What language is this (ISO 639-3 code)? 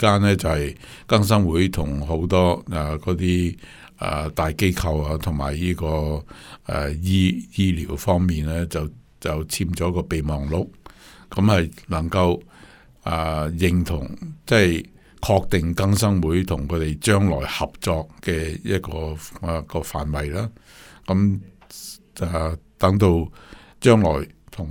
yue